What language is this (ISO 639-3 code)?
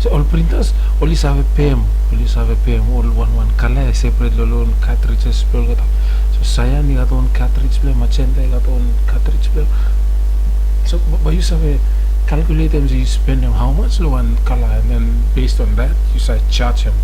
bis